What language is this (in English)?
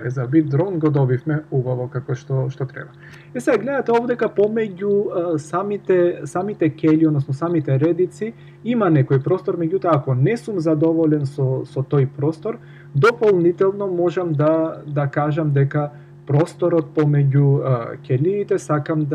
Macedonian